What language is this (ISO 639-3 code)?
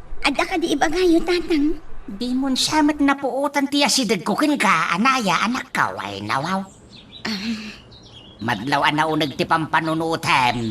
ilo